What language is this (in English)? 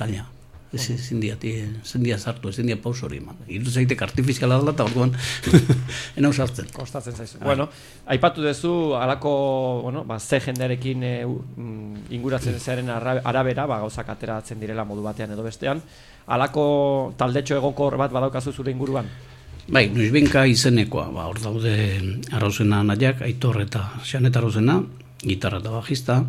Basque